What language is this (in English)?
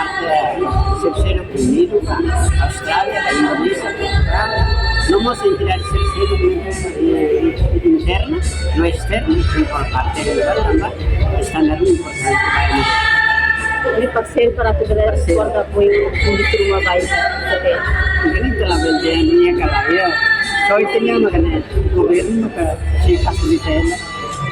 Tetum